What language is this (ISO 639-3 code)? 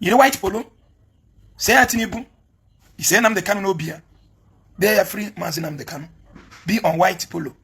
ibo